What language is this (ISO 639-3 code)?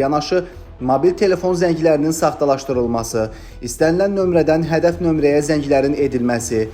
aze